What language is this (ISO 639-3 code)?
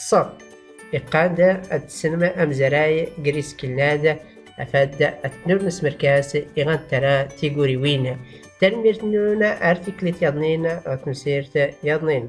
shi